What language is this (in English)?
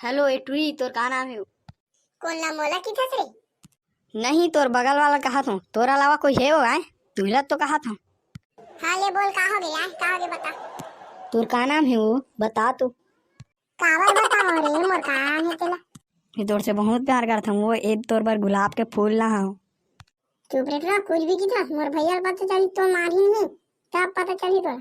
Chhattisgarhi